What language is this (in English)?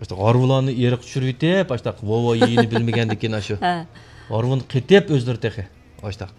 Uyghur